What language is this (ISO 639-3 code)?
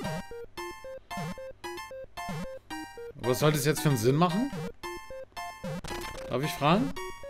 deu